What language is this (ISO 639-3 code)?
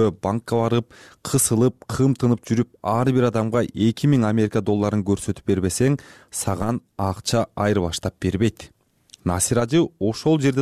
kir